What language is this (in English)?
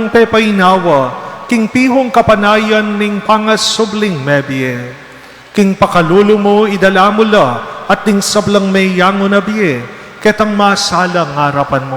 Pampanga